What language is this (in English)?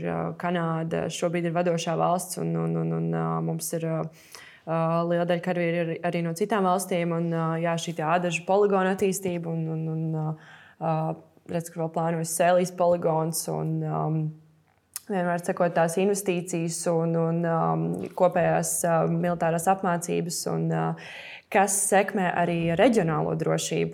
Latvian